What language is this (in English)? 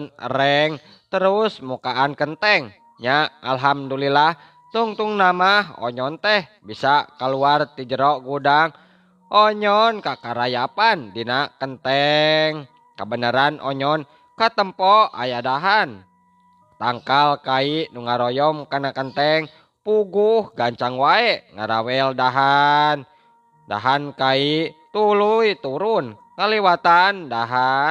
Sundanese